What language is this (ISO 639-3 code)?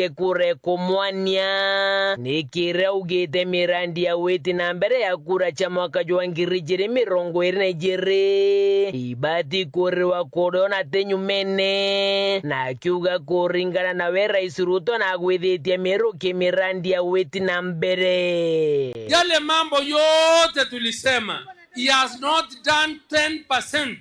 mer